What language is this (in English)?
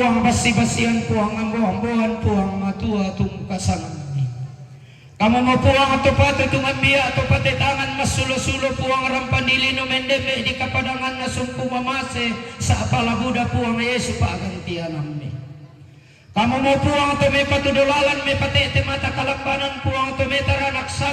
Toraja-Sa'dan